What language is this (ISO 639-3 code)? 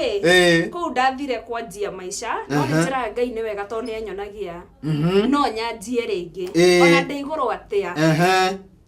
kik